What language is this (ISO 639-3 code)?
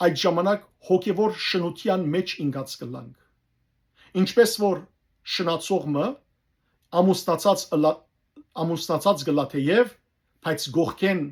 hyw